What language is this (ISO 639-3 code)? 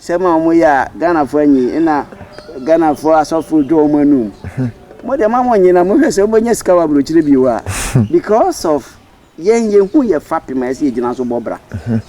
aka